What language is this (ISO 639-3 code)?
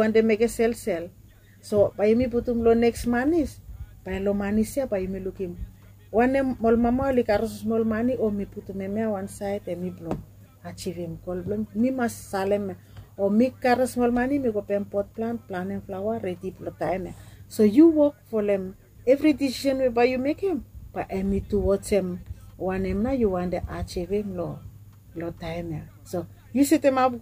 bis